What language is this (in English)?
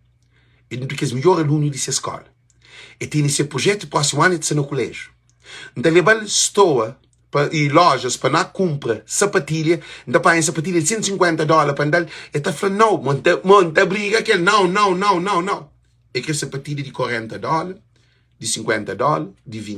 Kabuverdianu